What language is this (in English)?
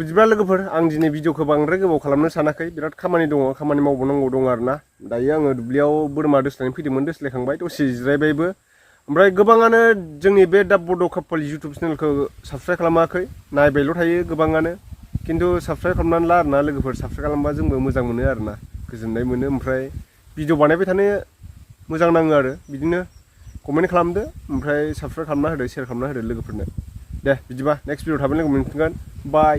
Bodo